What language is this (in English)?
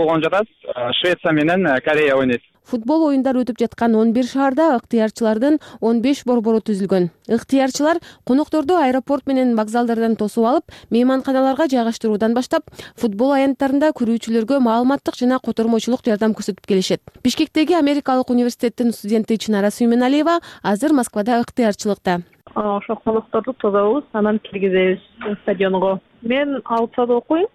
Kyrgyz